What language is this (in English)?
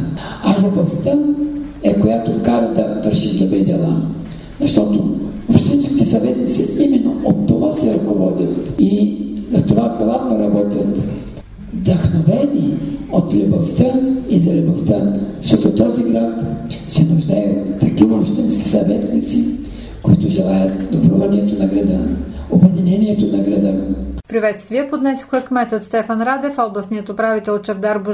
Bulgarian